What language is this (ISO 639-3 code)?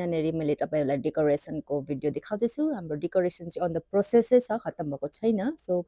nep